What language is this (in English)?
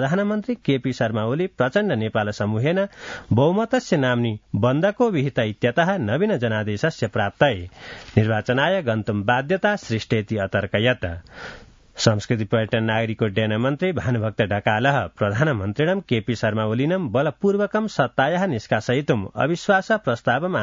Sanskrit